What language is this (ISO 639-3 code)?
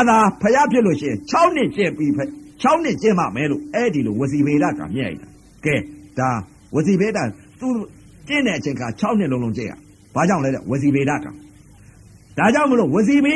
mya